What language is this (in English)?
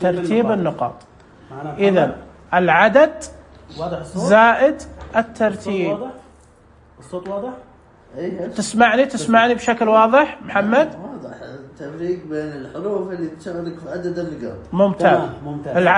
Najdi Arabic